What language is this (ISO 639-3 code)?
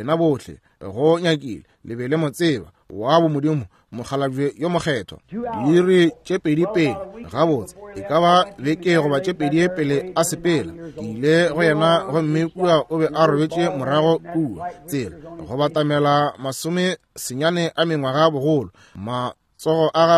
nso